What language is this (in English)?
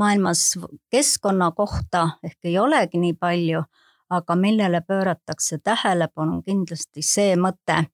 Estonian